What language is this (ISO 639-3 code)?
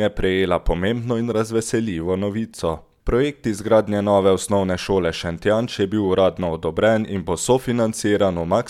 slv